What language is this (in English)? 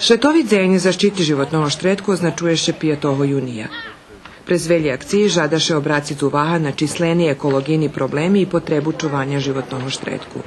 Rusyn